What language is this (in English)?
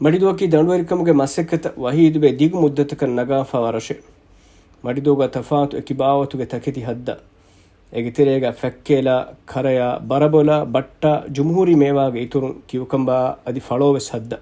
Divehi